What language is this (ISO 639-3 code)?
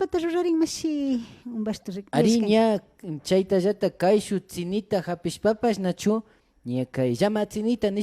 qvi